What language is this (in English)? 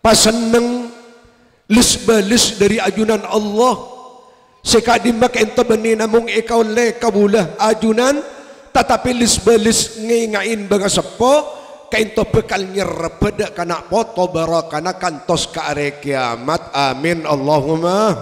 Madurese